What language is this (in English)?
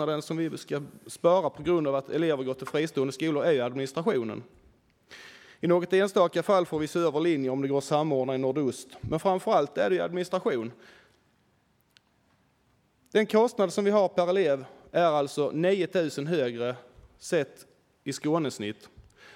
Swedish